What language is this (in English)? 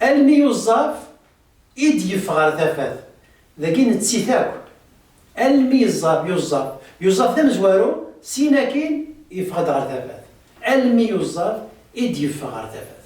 Kabyle